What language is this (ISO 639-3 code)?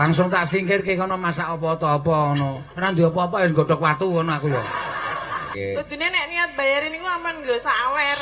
jav